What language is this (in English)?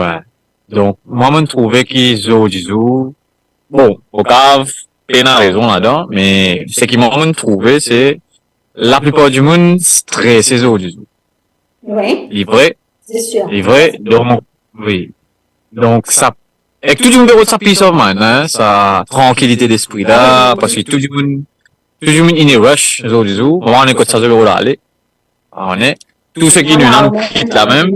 Morisyen